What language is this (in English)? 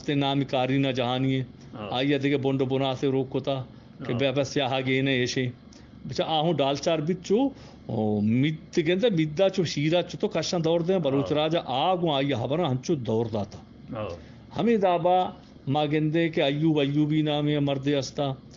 Eastern Balochi